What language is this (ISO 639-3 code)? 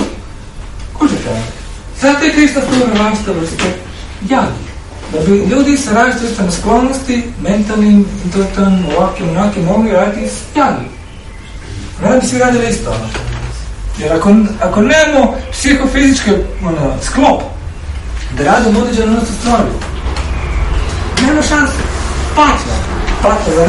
hrv